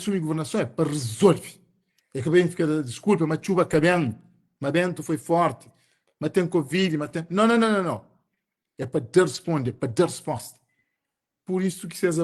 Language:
Kabuverdianu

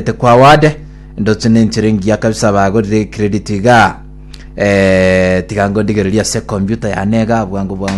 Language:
Gusii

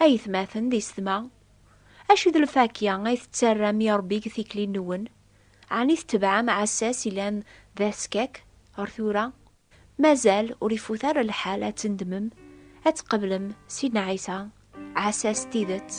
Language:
Kabyle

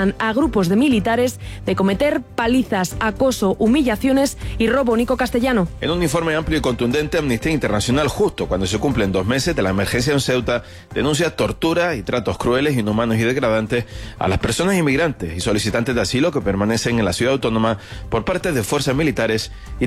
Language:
Spanish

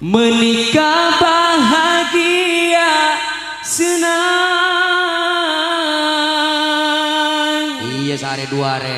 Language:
Madurese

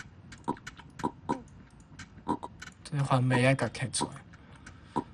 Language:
Min Nan Chinese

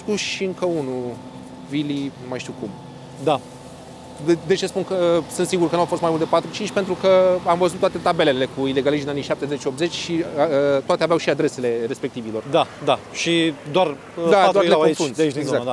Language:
Romanian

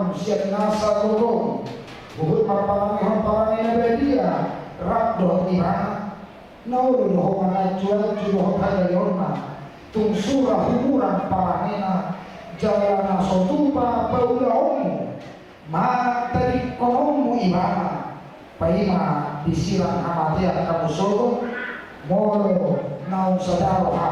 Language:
Batak Toba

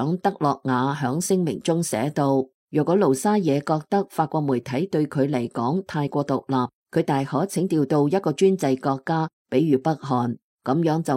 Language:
Cantonese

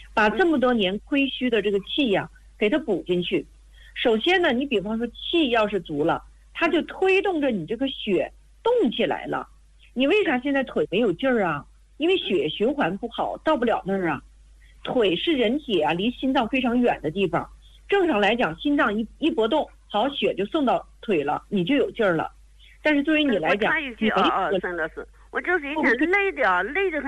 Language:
Chinese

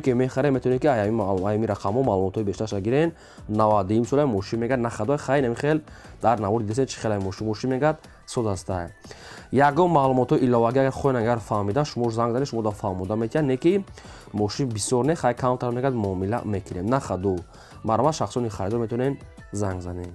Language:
Tajik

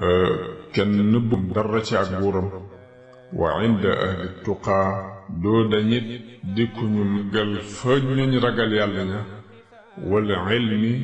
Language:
Wolof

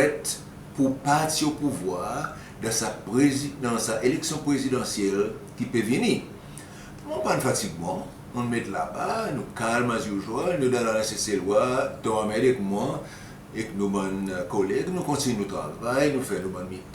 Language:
Seselwa Creole French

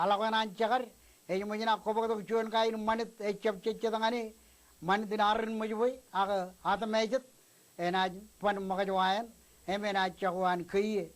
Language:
Marshallese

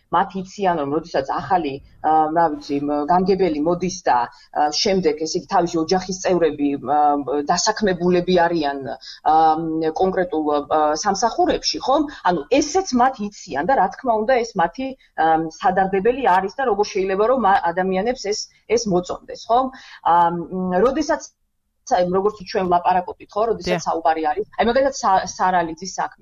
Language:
Georgian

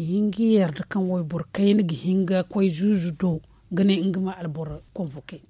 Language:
Zarma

